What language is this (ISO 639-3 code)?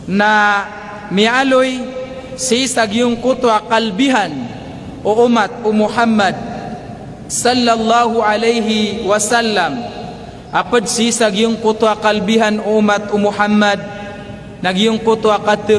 mrw